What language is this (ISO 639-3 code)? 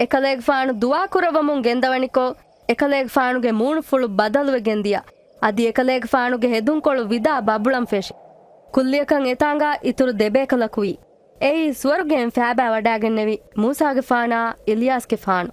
div